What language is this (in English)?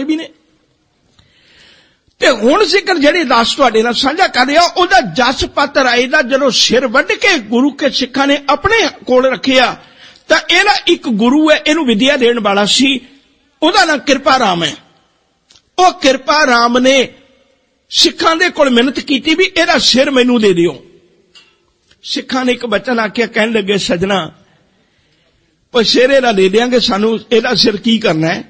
Punjabi